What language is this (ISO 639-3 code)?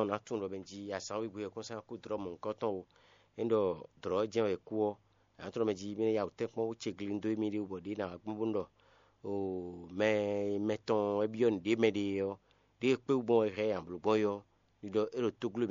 fon